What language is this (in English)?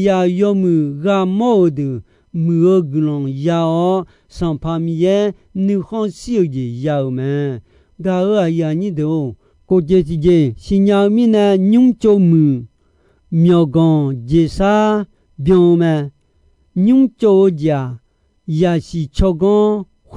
Akha